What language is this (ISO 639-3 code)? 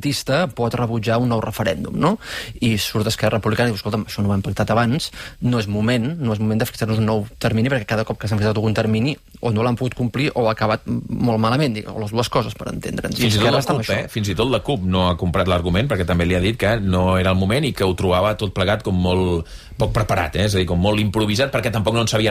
cat